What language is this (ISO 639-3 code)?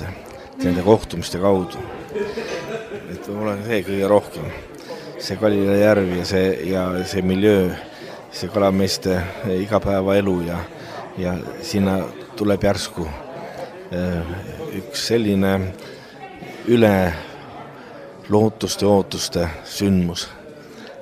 est